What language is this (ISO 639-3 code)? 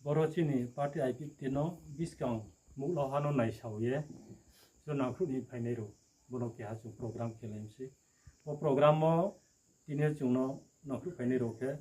ria